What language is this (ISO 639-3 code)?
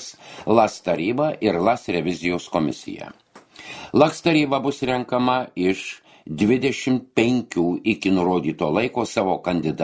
lit